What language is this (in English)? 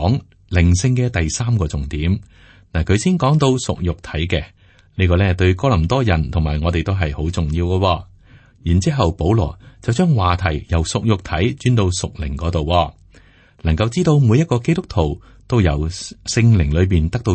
Cantonese